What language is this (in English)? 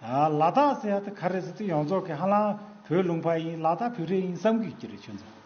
Tibetan